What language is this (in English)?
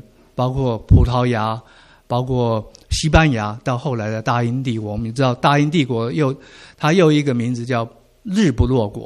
Chinese